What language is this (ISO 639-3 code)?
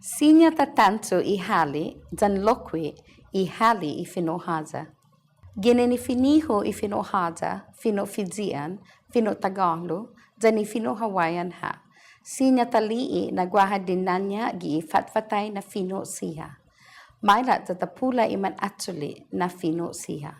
cha